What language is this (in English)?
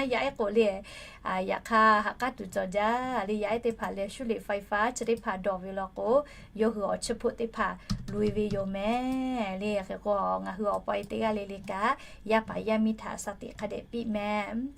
Lahu